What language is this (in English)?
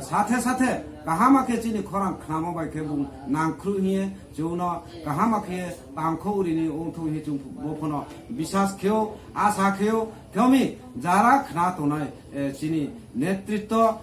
Kok Borok